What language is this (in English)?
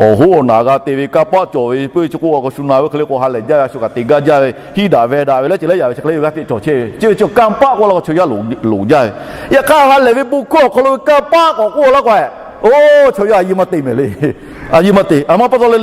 Lahu